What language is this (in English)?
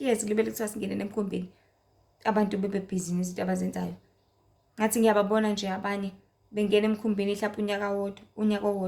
Zulu